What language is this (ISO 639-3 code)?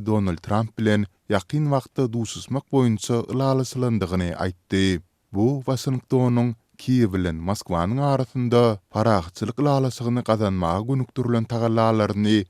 tuk